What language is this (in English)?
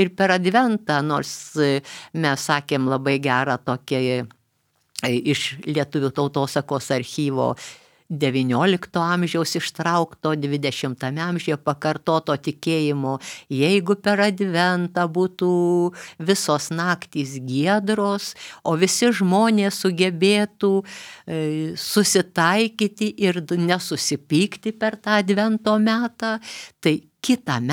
Lithuanian